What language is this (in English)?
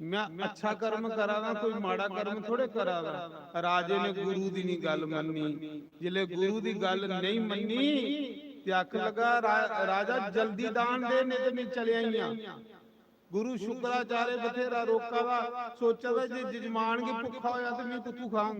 Dogri